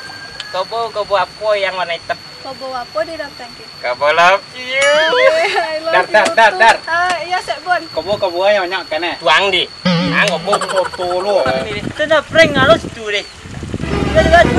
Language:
Minangkabau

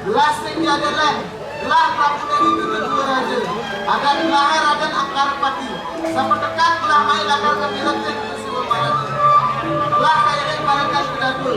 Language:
Balinese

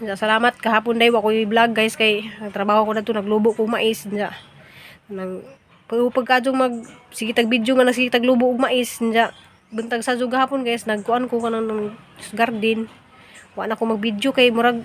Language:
Cebuano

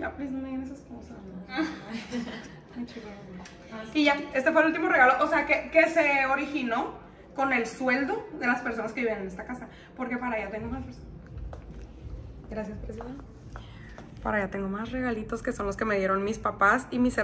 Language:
Spanish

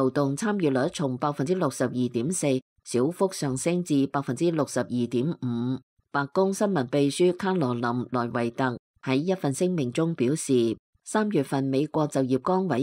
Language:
Cantonese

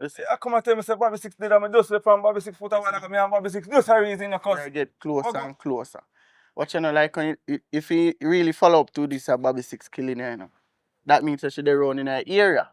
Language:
Jamaican Creole English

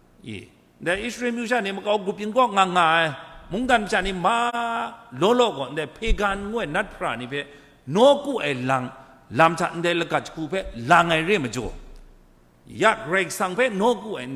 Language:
Kachin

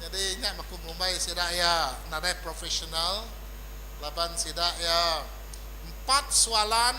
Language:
Iban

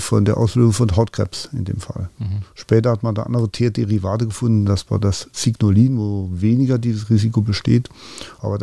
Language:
Luxembourgish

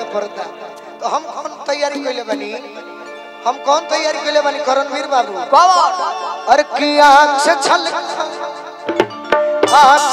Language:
Bhojpuri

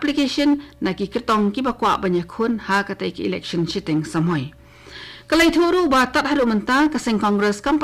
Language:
Khasi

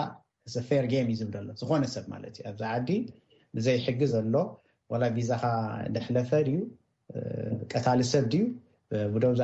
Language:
Tigrinya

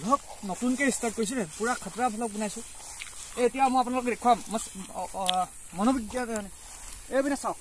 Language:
Assamese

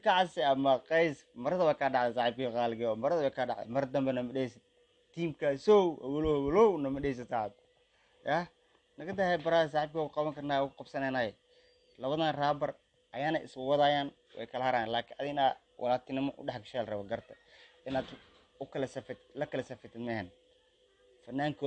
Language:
Somali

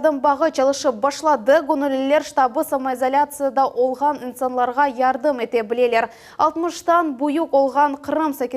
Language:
Crimean Tatar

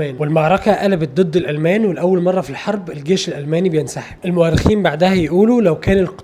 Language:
Egyptian Arabic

